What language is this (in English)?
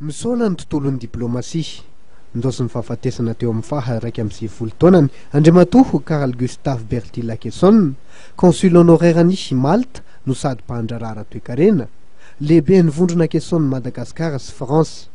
Malagasy